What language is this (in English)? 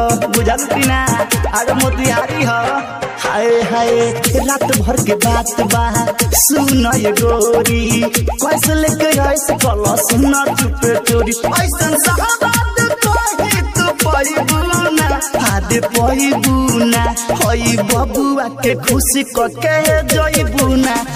Bhojpuri